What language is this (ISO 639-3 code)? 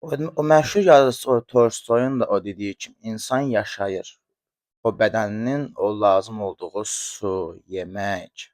aze